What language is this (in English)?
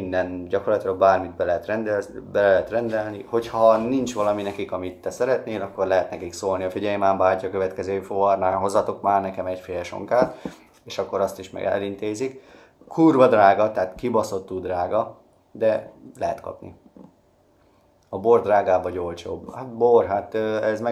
Hungarian